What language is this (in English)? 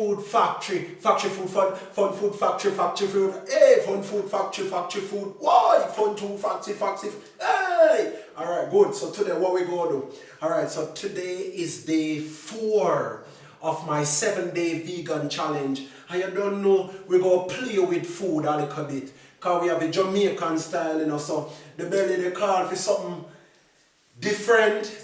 Jamaican Creole English